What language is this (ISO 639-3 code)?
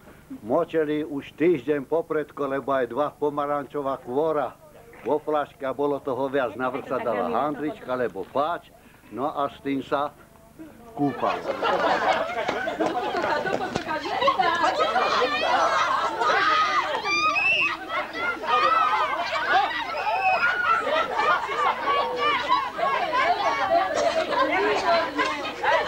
slk